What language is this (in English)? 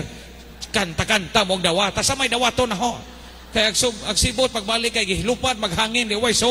Cebuano